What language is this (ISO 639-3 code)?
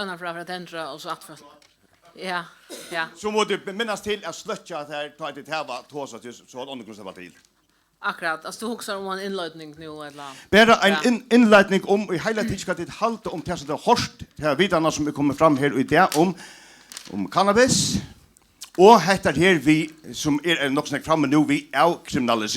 fao